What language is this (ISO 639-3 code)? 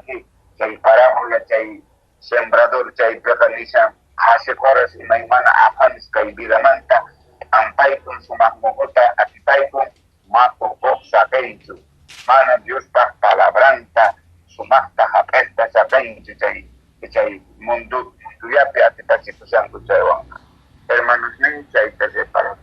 que